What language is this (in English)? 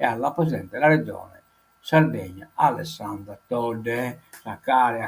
Sardinian